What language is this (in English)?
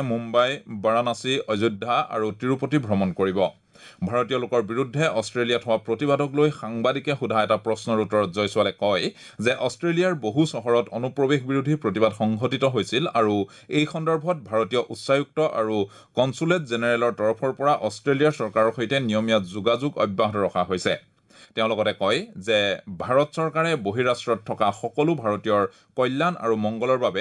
Assamese